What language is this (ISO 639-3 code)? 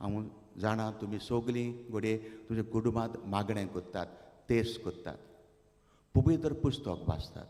kok